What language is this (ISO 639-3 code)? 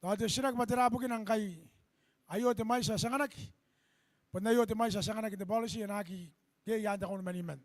gil